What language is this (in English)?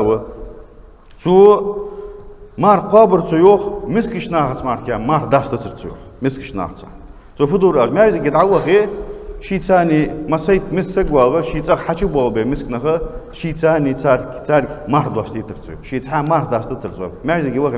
Ingush